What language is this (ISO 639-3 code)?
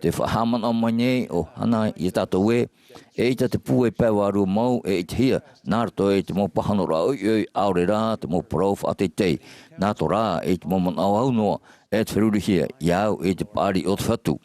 tah